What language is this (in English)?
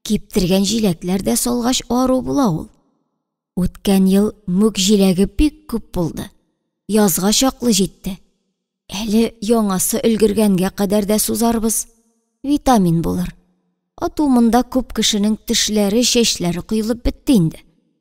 Tatar